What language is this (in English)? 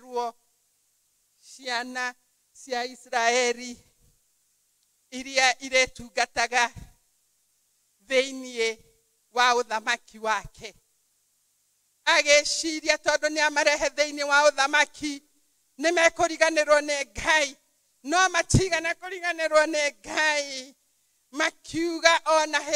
Kikuyu